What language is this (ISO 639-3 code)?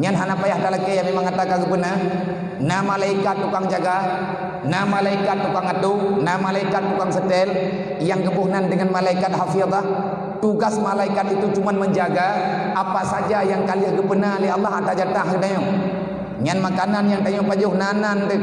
ace